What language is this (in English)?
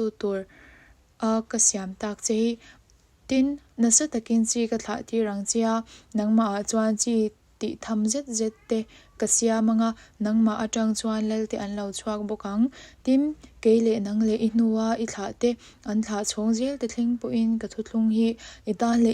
Mizo